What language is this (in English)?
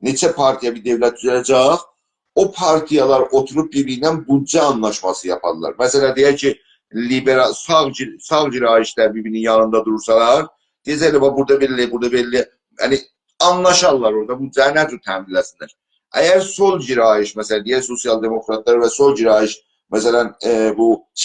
South Azerbaijani